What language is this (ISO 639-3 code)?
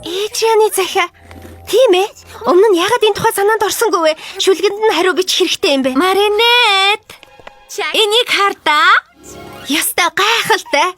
mon